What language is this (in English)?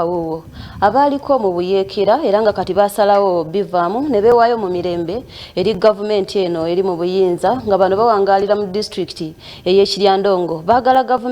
Ganda